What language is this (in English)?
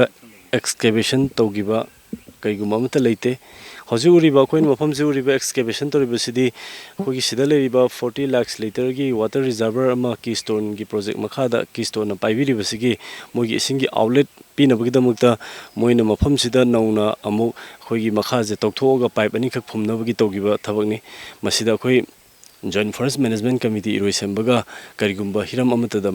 Manipuri